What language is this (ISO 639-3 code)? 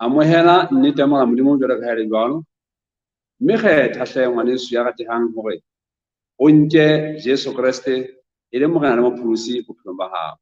sot